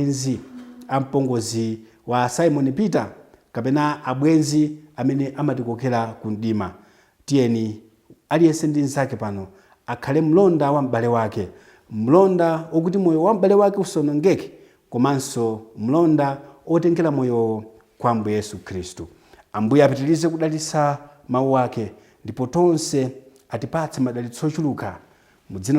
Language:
Nyanja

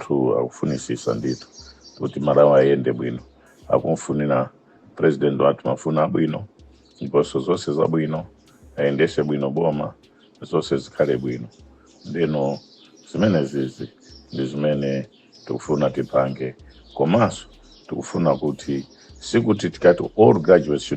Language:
Nyanja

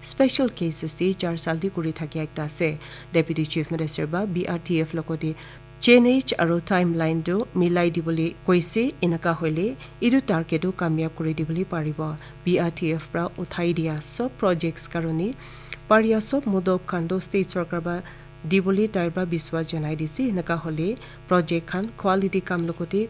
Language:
Naga Pidgin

